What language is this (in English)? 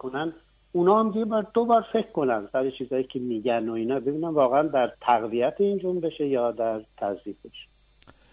Persian